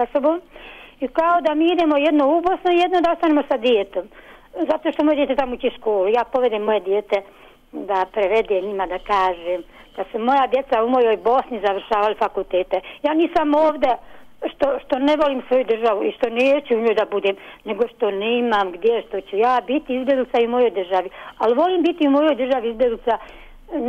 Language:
Bosnian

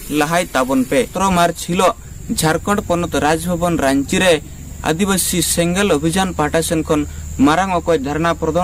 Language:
Santali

